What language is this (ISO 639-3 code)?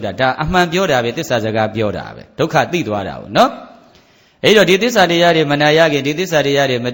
mya